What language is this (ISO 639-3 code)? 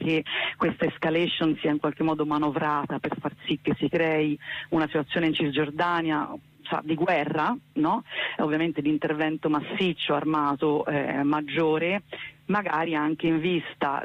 ita